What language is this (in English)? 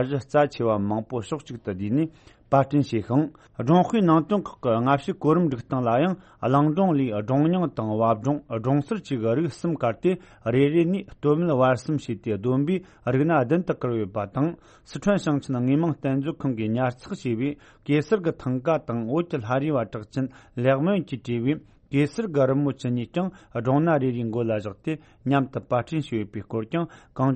Tibetan